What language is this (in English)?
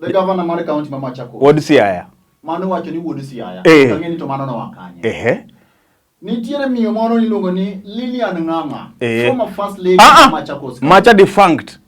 Luo (Kenya and Tanzania)